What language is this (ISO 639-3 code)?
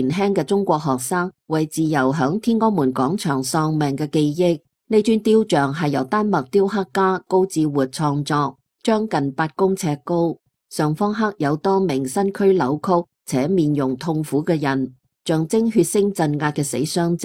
yue